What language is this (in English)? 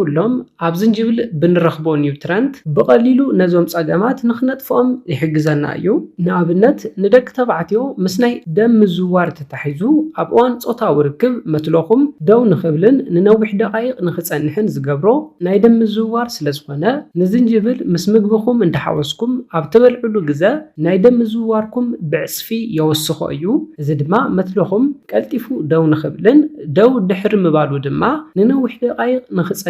Tigrinya